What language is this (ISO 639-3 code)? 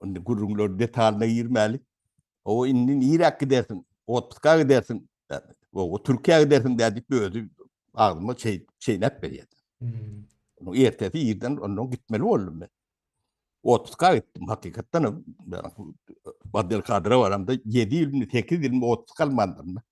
tuk